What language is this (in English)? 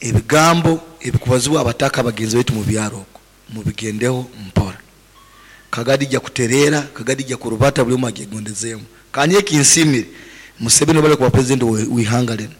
Nyoro